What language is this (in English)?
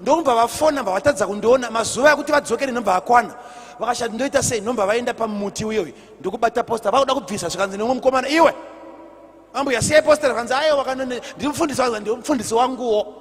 Shona